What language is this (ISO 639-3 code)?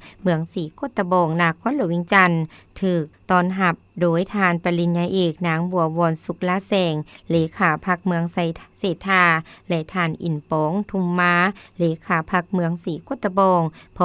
lao